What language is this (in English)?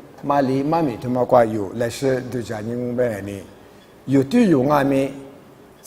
Lisu